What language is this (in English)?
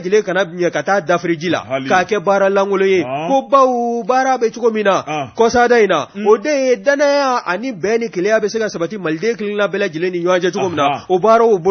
Bambara